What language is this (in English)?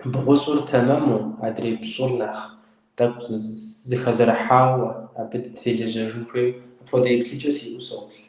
Kabardian